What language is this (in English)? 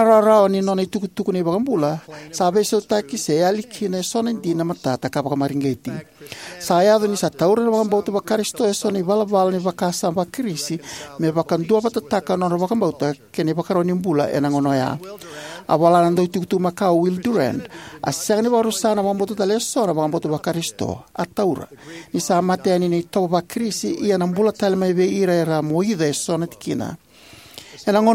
Fijian